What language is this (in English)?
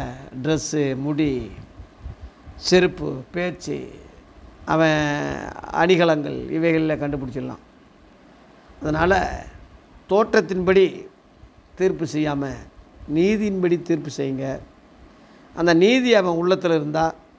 Tamil